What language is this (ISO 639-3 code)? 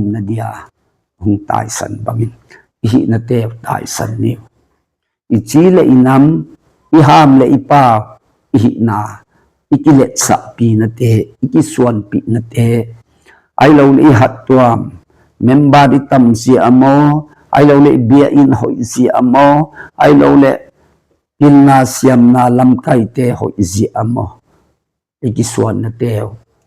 ctd